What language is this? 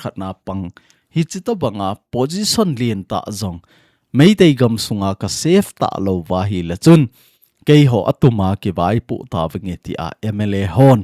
Thado Chin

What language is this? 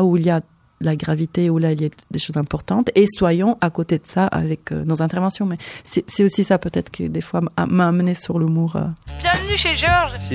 French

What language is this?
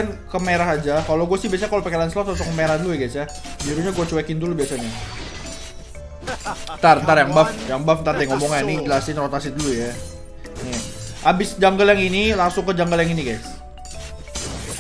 Indonesian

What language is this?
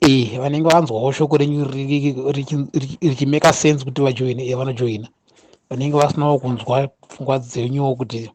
Shona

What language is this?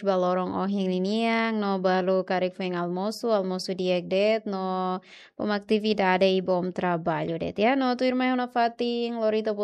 Tetum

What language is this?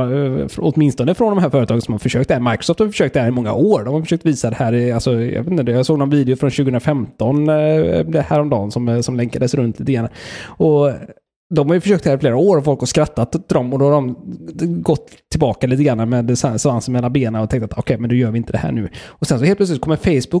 Swedish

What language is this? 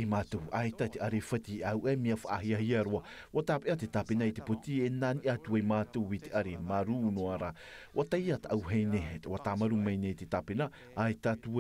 Tahitian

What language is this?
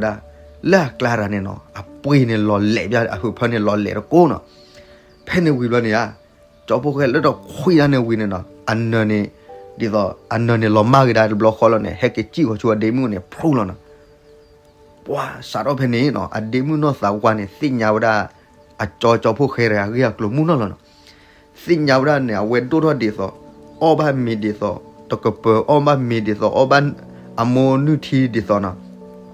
S'gaw Karen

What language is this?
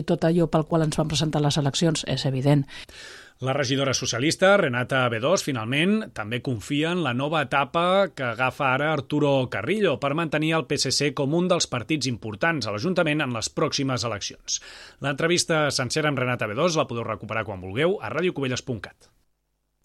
Catalan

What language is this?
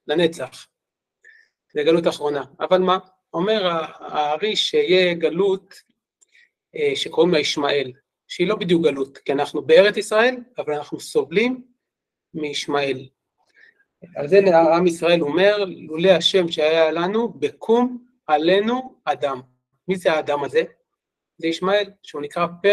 Hebrew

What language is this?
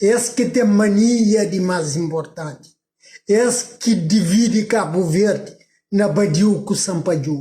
Kabuverdianu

